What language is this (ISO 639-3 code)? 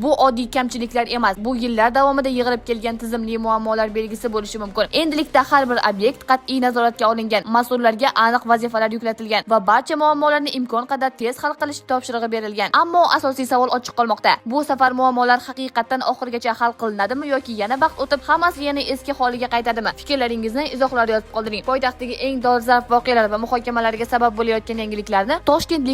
uzb